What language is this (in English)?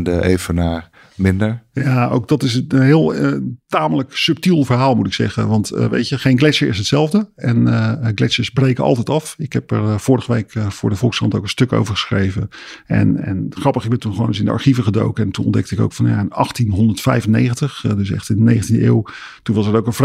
Dutch